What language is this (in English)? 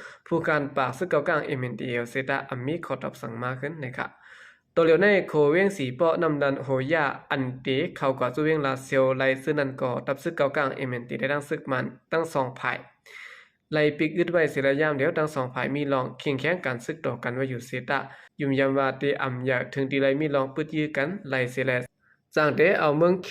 Shan